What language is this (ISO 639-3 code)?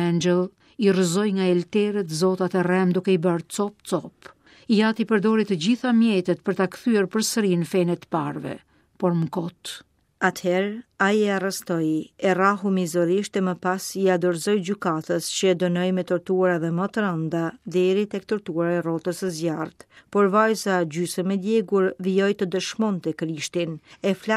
sqi